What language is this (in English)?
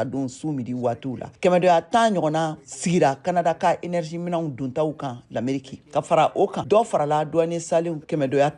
Bambara